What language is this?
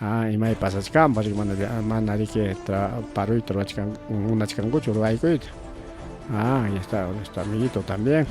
Ayacucho Quechua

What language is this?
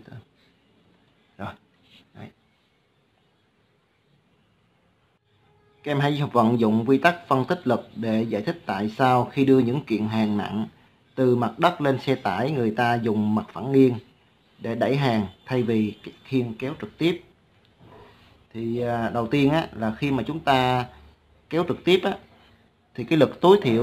Vietnamese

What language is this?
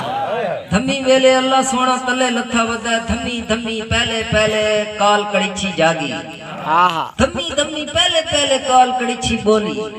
Saraiki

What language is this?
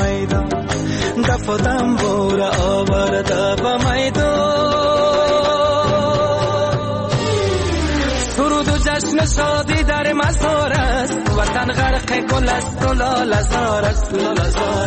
Persian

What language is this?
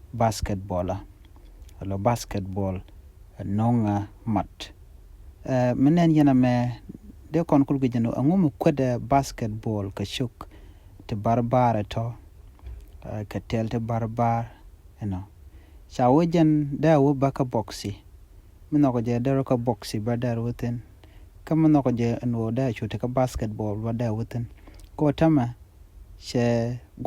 Nuer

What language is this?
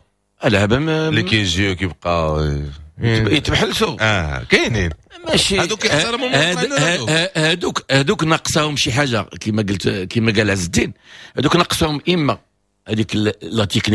Moroccan Arabic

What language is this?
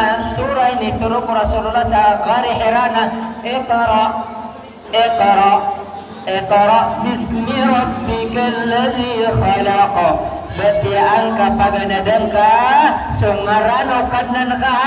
Maranao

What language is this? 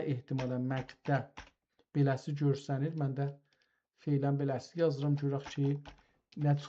South Azerbaijani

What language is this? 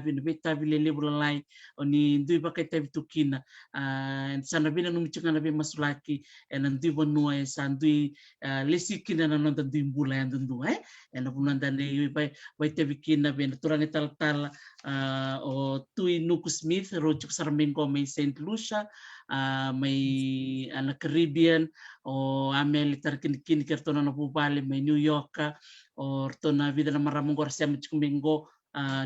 Fijian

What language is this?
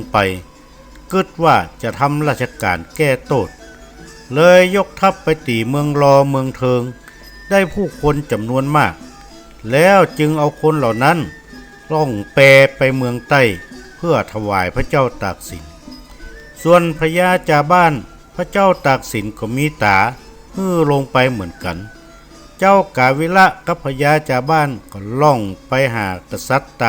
Northern Thai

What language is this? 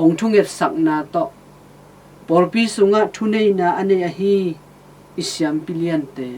Tedim Chin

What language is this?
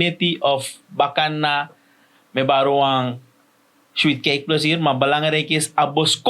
Sranan Tongo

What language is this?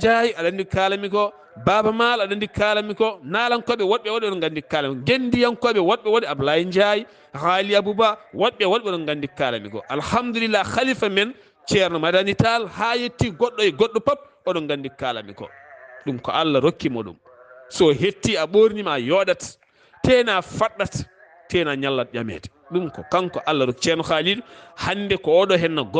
Fula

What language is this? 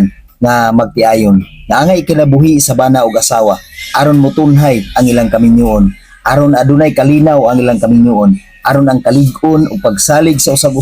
Cebuano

